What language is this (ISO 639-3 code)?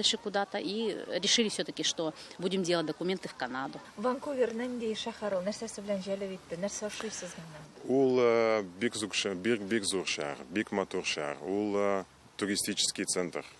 tat